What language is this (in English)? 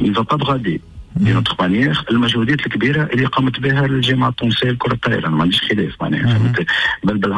Tunisian Arabic